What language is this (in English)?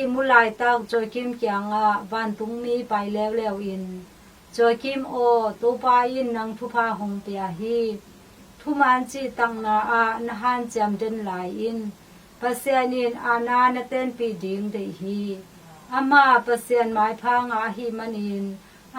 Tedim Chin